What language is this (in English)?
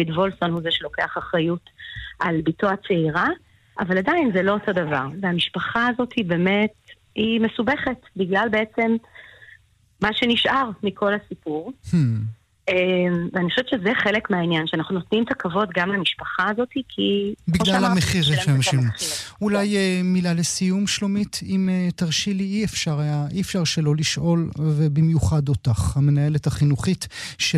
Hebrew